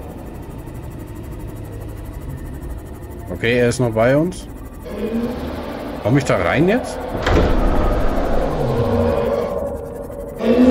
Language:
German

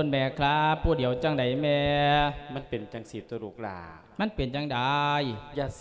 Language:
Lao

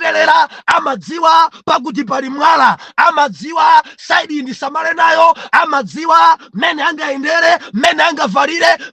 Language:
Nyanja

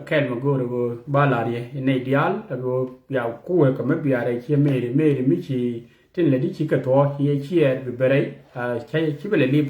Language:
Nuer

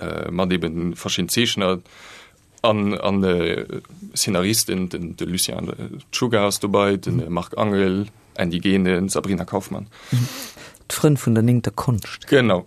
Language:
Luxembourgish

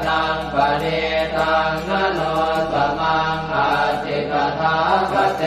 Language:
Pali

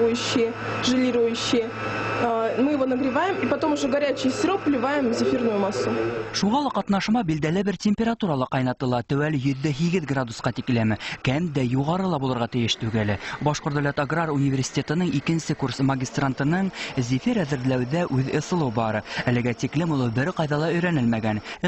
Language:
Bashkir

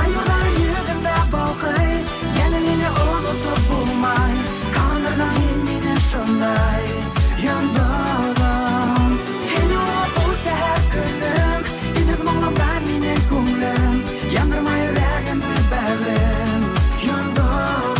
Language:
Bashkir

